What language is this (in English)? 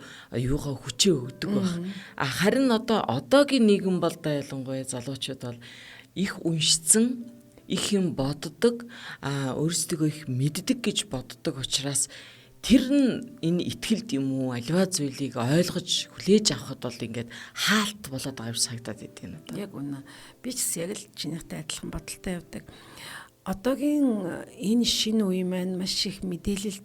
Mongolian